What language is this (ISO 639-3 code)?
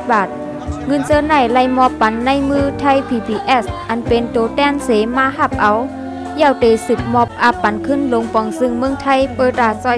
shn